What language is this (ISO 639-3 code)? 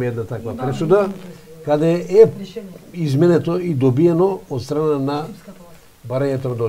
mkd